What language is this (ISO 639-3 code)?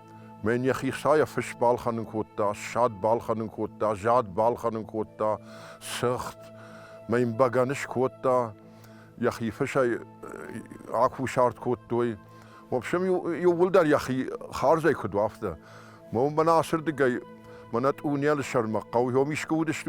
oss